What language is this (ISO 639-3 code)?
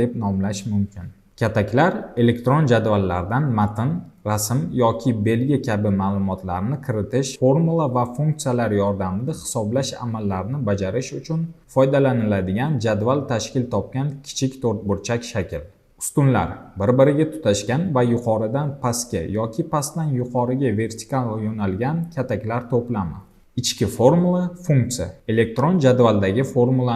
uzb